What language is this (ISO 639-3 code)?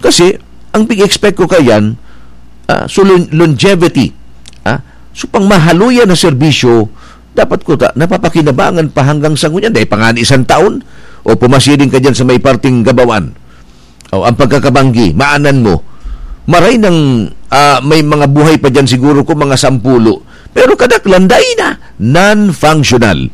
bik